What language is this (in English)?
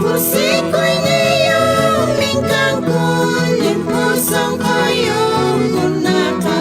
South Bolivian Quechua